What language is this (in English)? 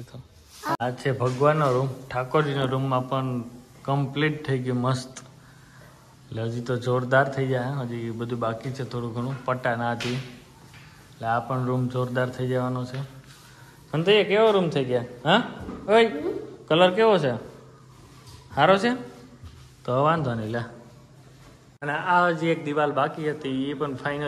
Gujarati